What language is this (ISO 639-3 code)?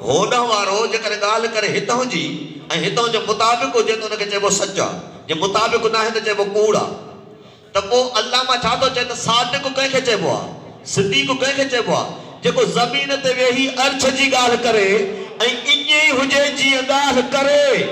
snd